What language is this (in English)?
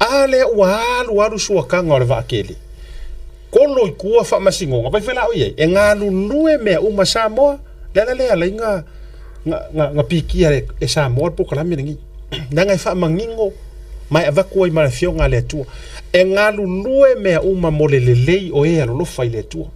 Samoan